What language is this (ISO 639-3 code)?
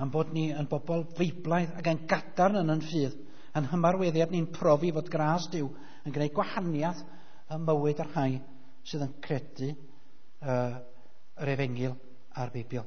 cym